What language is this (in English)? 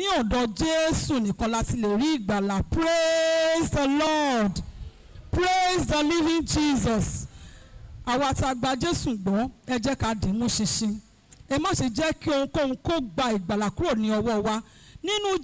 Yoruba